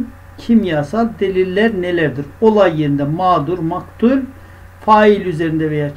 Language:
Turkish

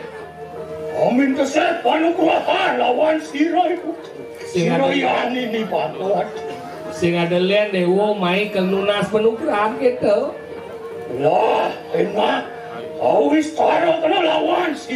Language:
Balinese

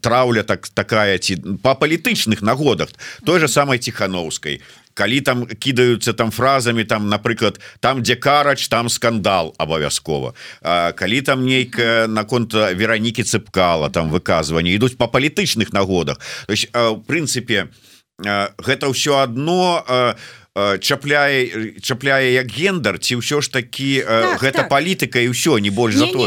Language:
Belarusian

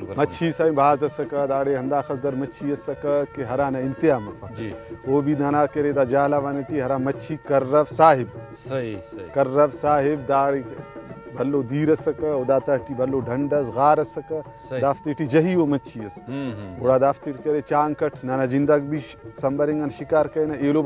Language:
Brahui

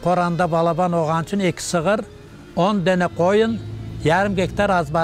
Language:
Crimean Tatar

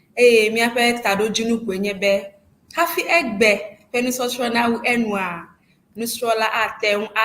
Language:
Ewe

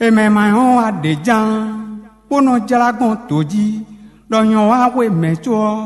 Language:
Fon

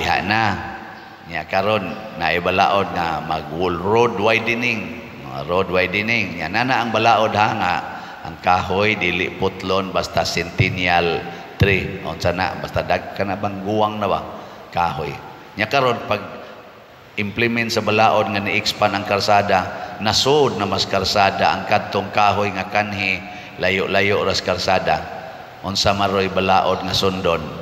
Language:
Cebuano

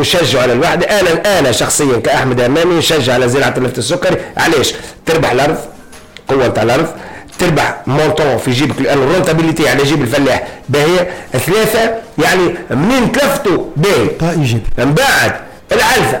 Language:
Tunisian Arabic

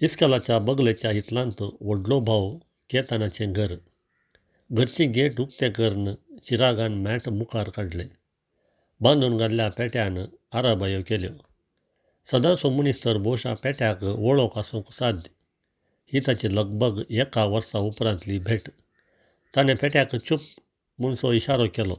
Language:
Konkani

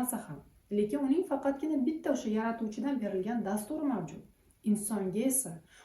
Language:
Uzbek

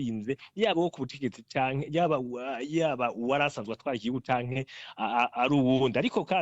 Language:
Rundi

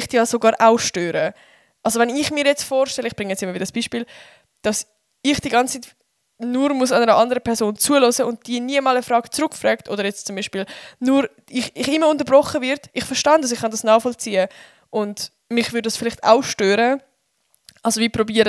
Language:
Swiss German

